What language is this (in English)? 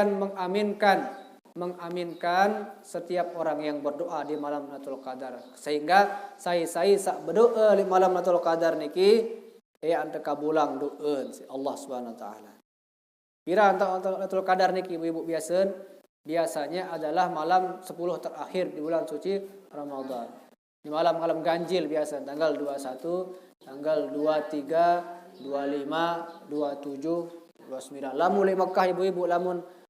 Sasak